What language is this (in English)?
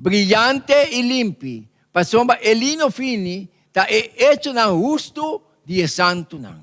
Papiamento